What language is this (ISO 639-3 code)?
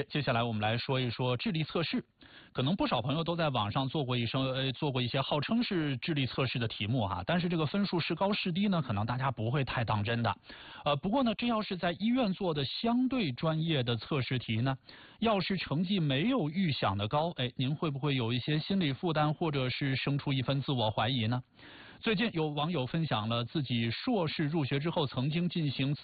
zho